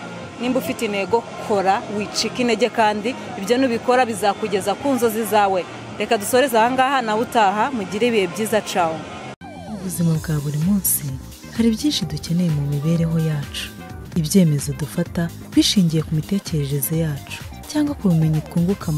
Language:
Kinyarwanda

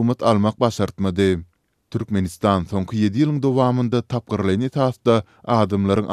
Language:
Turkmen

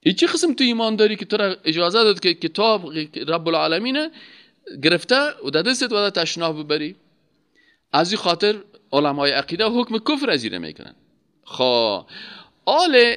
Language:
Persian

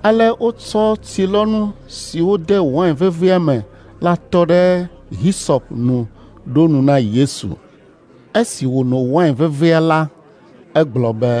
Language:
Ewe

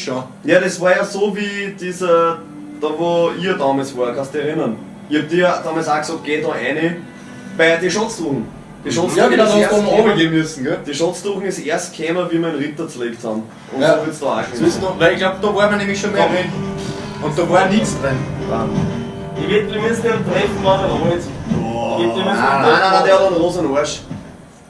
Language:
Bavarian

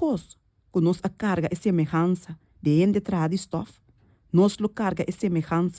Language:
Papiamento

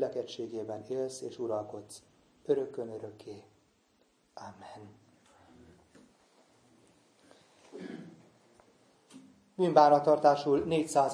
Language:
Hungarian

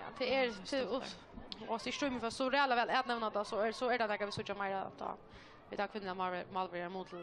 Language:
Faroese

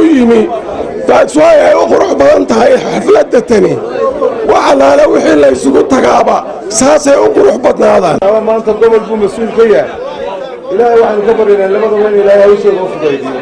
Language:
Somali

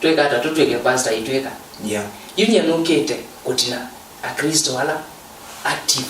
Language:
Kamba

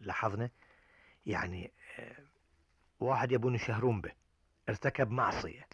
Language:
Gulf Arabic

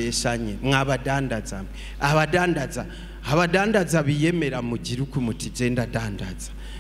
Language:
Rundi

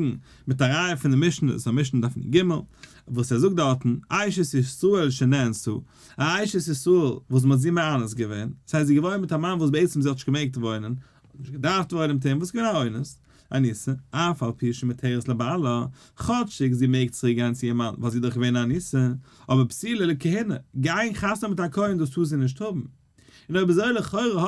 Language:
Yiddish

